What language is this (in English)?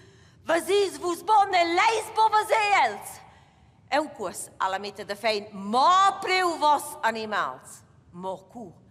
Romansh